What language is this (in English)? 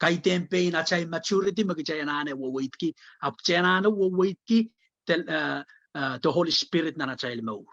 Pohnpeian